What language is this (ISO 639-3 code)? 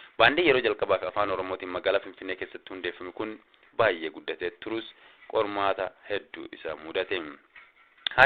orm